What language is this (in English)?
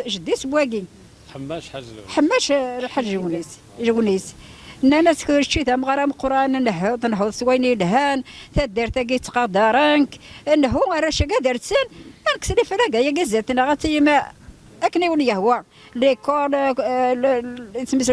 Kabyle